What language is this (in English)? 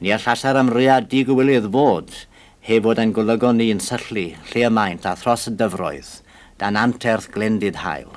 Welsh